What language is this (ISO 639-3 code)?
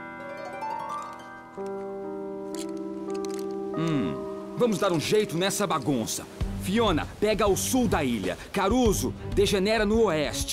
por